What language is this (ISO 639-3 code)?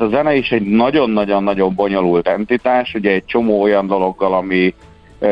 hun